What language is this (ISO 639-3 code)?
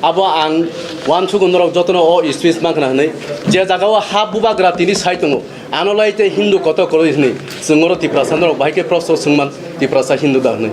trp